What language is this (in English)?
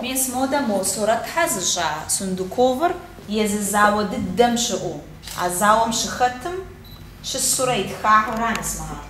Kabardian